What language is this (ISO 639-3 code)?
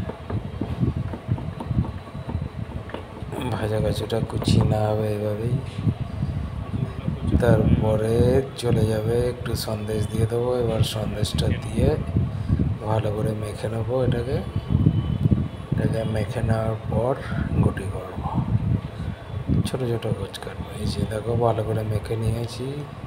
ben